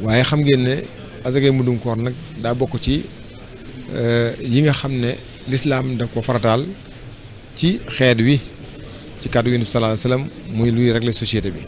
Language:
Wolof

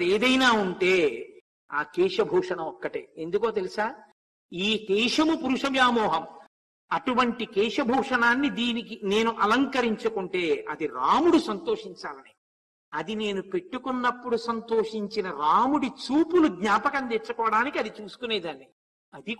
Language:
Telugu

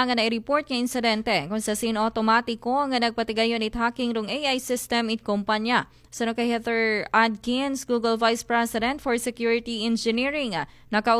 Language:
Aklanon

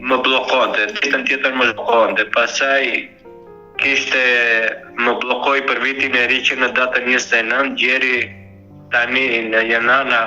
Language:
Albanian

